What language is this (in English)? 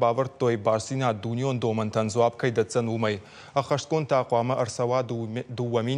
Ossetic